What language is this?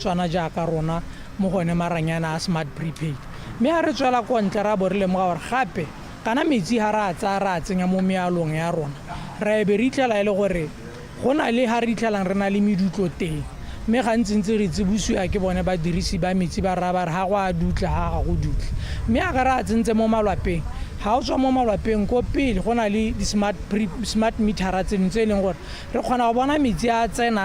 Tswana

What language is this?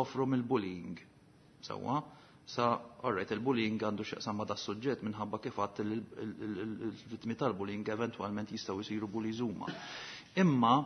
Maltese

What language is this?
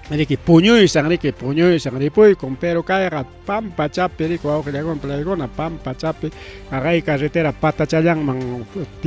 Ayacucho Quechua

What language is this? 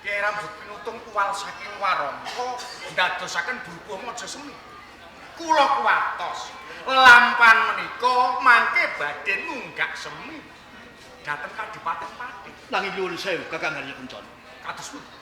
Javanese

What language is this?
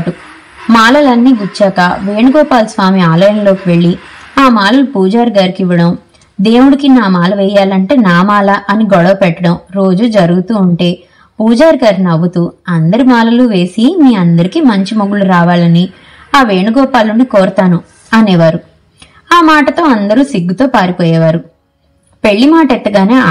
Telugu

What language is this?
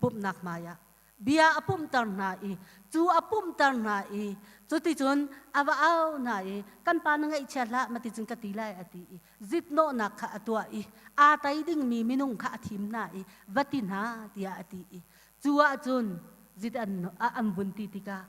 Hakha Chin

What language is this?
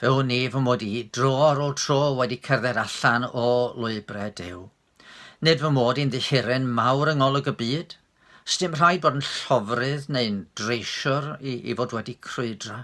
Welsh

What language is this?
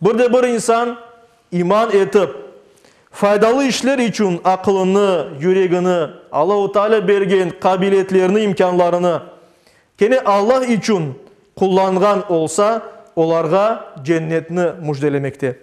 Crimean Tatar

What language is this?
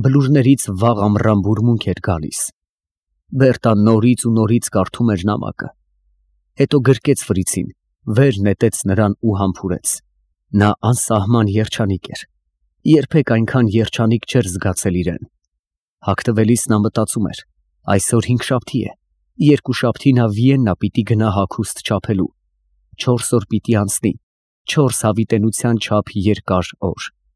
Armenian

